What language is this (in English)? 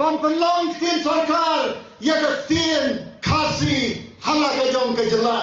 Khasi